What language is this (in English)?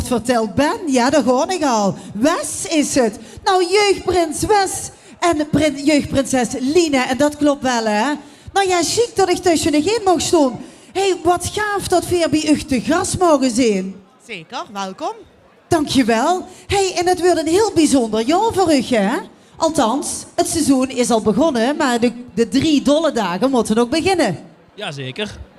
Limburgish